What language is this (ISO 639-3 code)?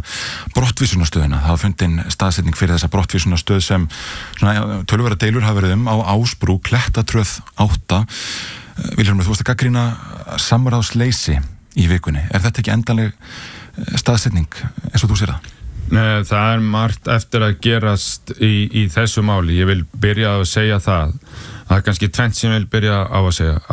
isl